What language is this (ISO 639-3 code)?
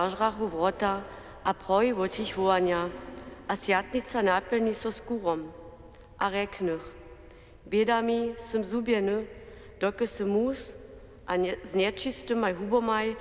hsb